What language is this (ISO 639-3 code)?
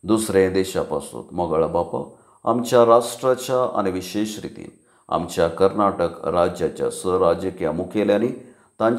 kok